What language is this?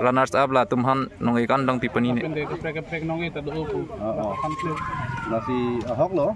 Karbi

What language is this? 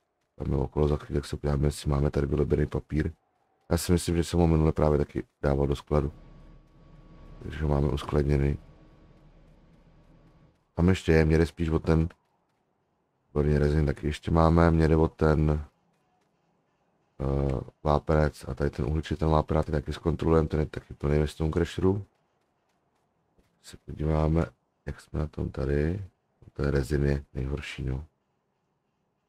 Czech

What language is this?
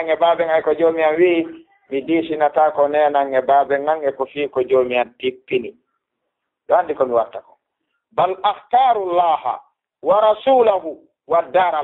Fula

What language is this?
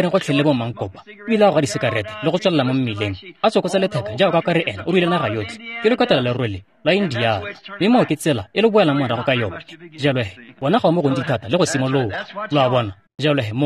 Tswana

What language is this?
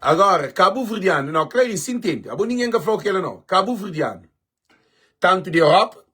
Kabuverdianu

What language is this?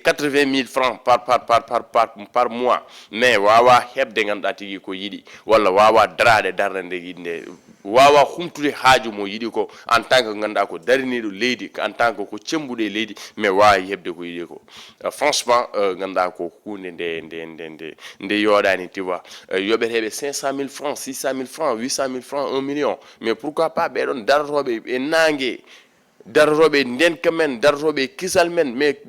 Fula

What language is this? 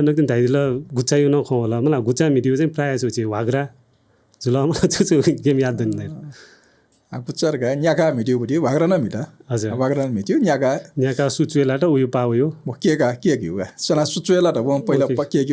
Newari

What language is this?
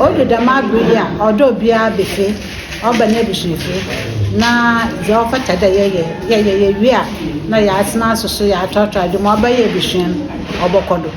Akan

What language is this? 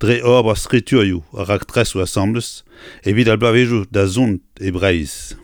Breton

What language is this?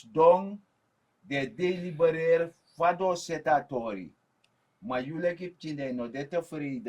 Sranan Tongo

